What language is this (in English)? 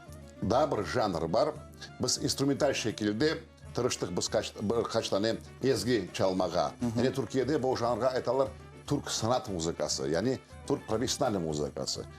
Crimean Tatar